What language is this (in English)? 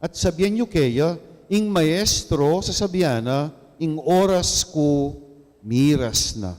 Pampanga